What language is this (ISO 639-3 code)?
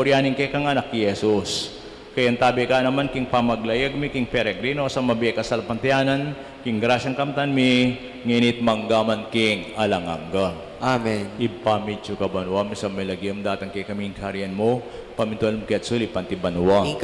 pam